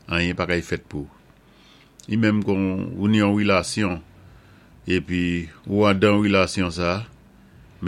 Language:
Saint Lucian Creole French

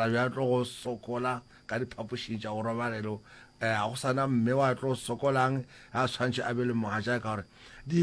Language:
Northern Sotho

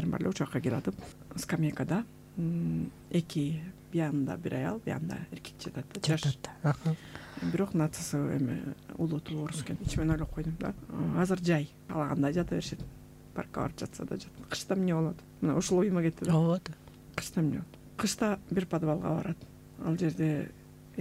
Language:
Kyrgyz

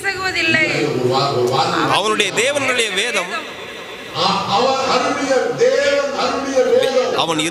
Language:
Tamil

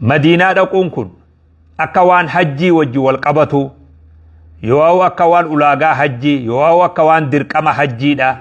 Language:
Oromo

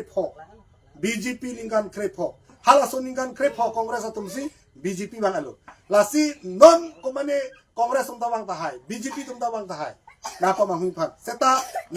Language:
Karbi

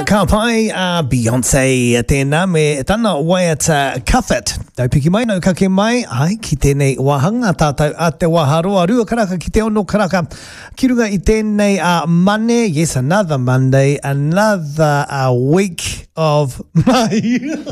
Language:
Māori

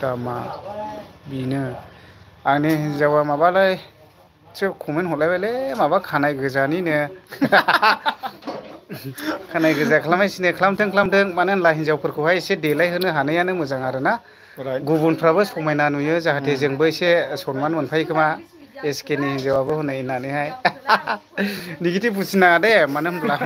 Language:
Bodo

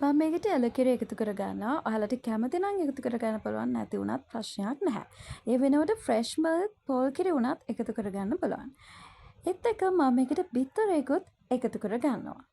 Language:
Sinhala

